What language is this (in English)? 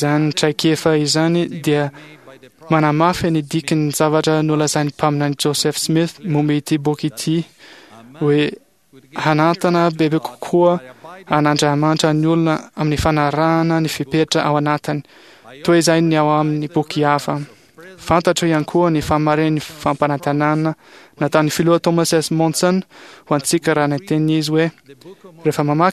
Malagasy